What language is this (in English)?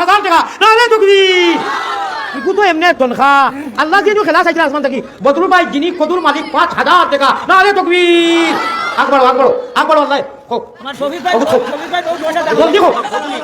Sylheti